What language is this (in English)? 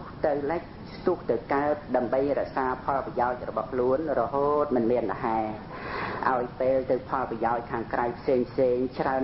Khmer